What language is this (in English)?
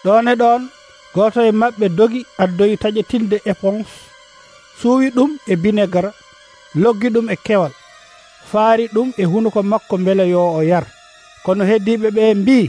Nigerian Fulfulde